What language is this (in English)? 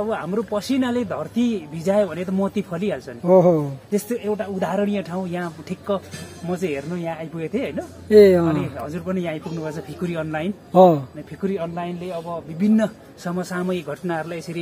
Nepali